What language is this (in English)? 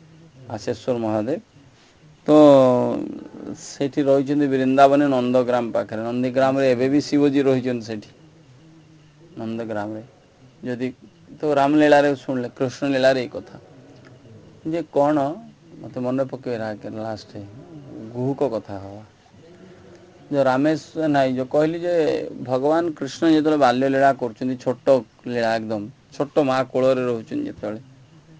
Odia